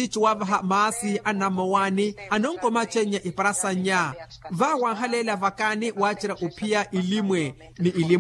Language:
Makhuwa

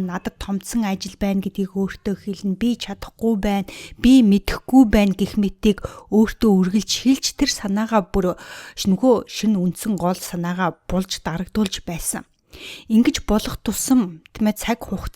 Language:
Mongolian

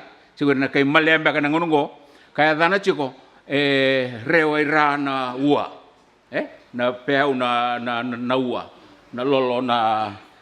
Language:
Fijian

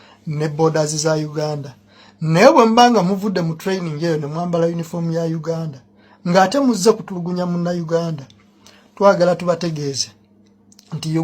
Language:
Ganda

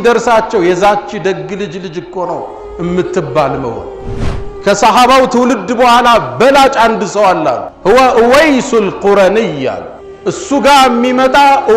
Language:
Amharic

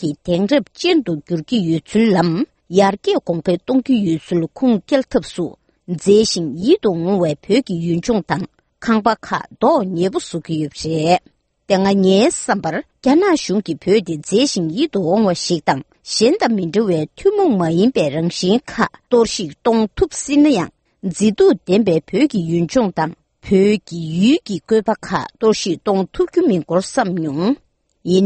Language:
Tibetan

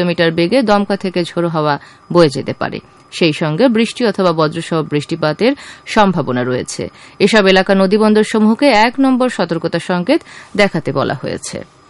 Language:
Bangla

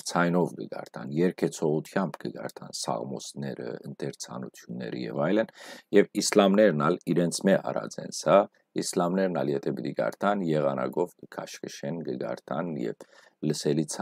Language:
Western Armenian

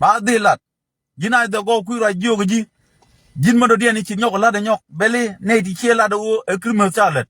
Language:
Nuer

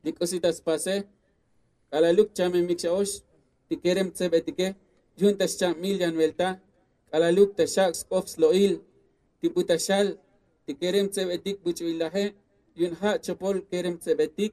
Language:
Tzotzil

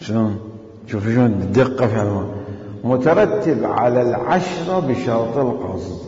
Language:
Mesopotamian Arabic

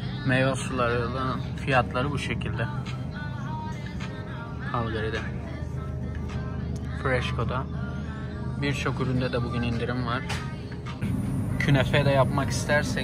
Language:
Turkish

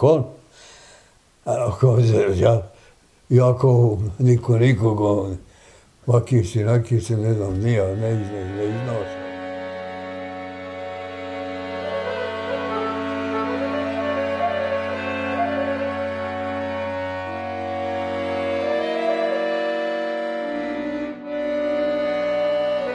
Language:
Bosnian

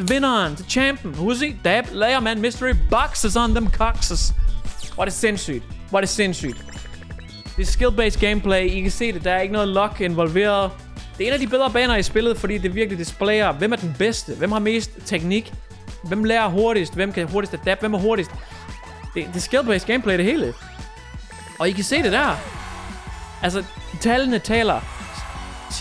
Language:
Danish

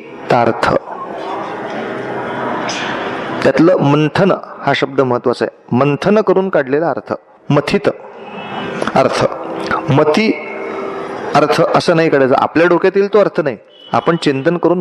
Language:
Marathi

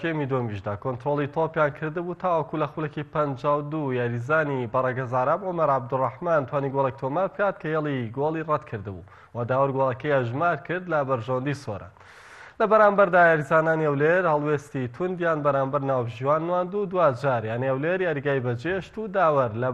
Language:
Central Kurdish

